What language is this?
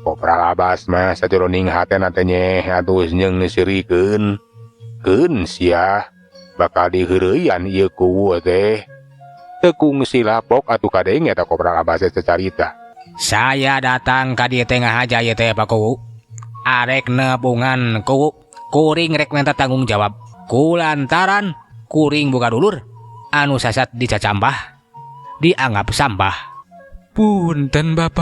Sundanese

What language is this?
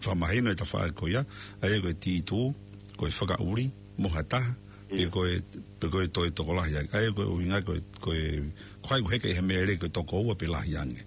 Tongan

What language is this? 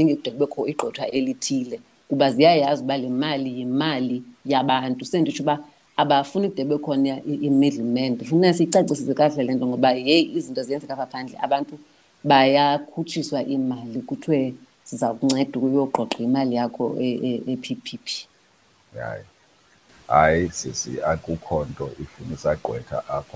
Xhosa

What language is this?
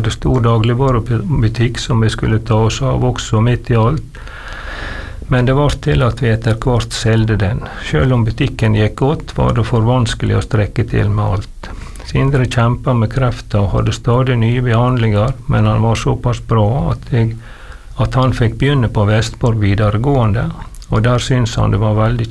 Norwegian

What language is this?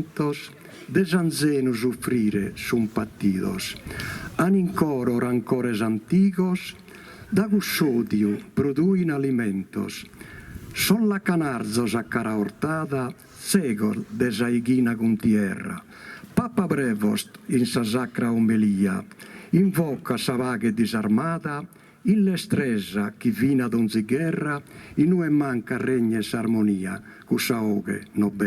Sardinian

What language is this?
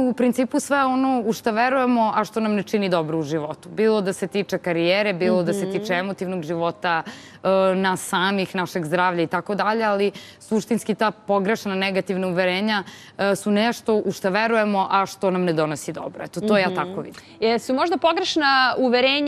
Serbian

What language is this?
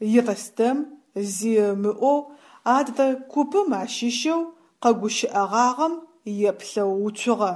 Adyghe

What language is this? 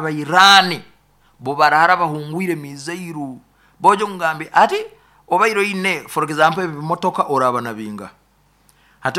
Nyoro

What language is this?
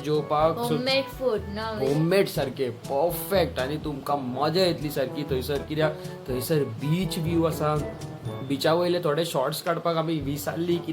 Konkani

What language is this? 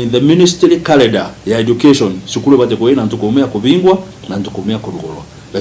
Meru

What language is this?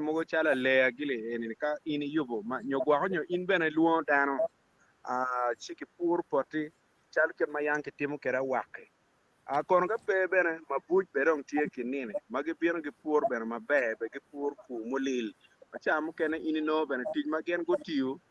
Acoli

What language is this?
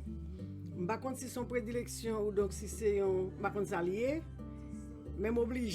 Haitian Creole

